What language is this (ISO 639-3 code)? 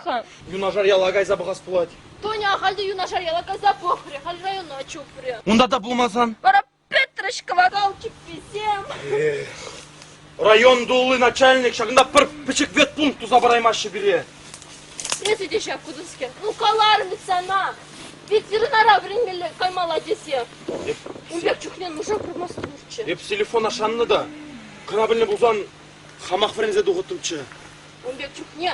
chv